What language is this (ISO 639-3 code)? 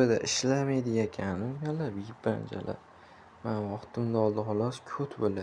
uzb